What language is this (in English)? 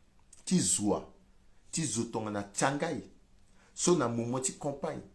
Sango